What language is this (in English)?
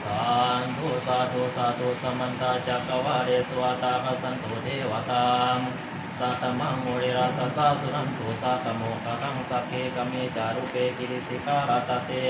Pali